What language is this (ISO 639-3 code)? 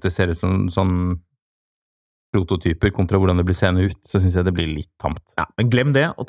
nor